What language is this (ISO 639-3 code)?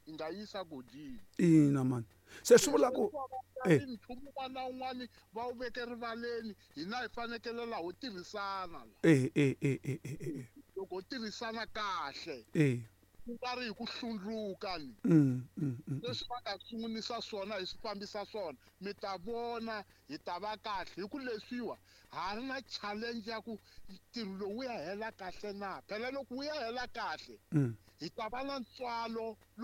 tso